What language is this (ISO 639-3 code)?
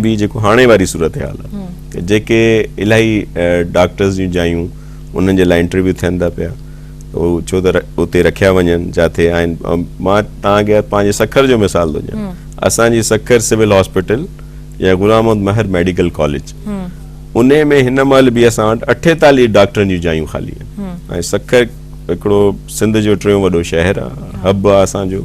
snd